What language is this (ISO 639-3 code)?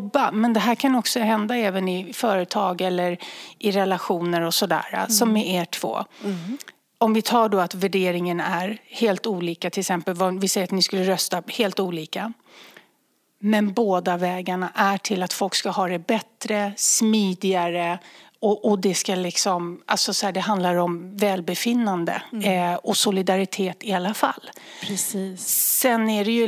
swe